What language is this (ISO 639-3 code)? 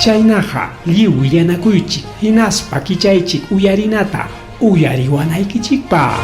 quy